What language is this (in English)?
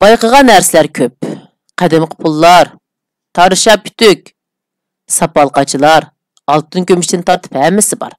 Uyghur